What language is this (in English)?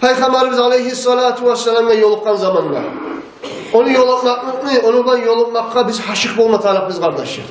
Kumyk